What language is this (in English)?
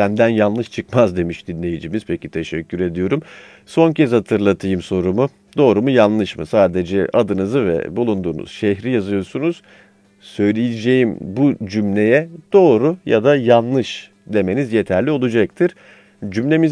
Turkish